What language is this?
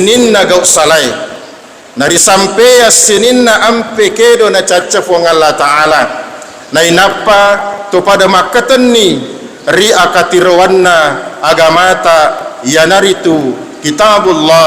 Buginese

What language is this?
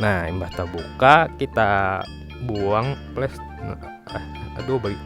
Banjar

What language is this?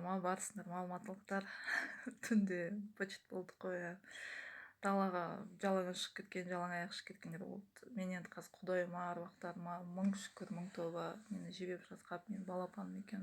Kazakh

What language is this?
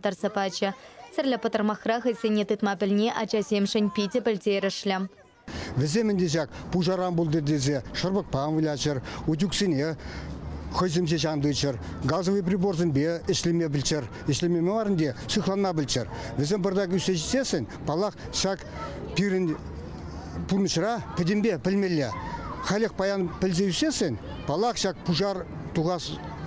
Chuvash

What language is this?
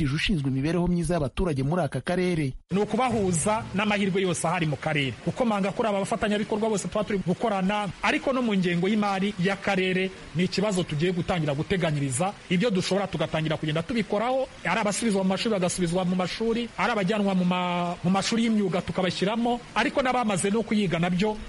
Kinyarwanda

